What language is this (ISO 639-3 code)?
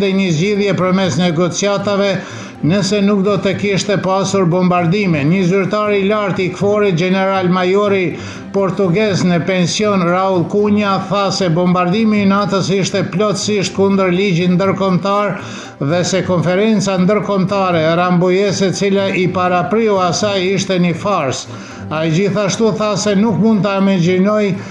sqi